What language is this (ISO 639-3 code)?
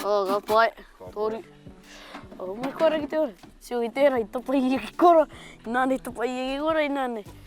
mri